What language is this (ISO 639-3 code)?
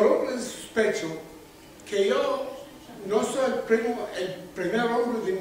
lad